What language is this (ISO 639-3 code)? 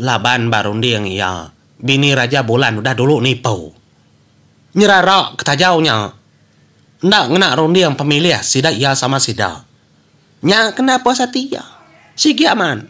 iba